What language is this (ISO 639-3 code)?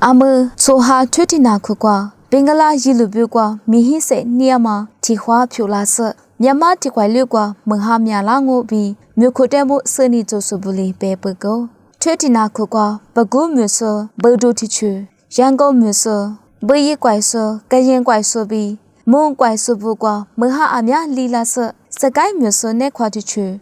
lis